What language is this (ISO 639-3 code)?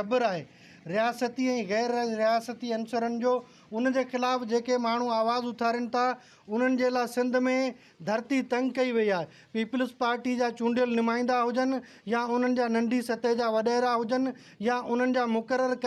snd